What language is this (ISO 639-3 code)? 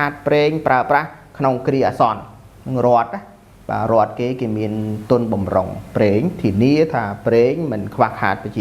khm